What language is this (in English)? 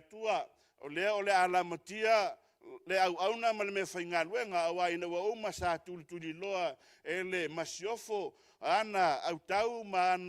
Samoan